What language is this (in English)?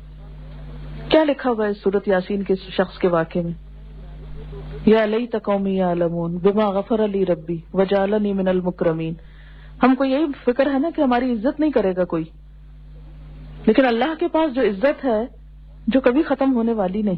Urdu